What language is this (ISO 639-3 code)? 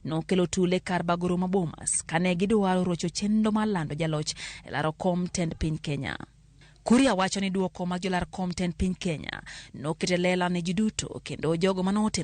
luo